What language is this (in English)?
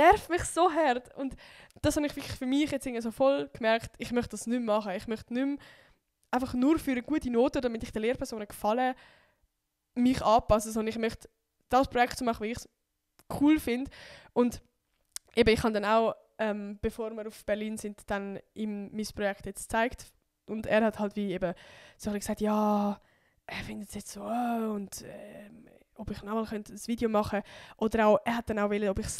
Swiss German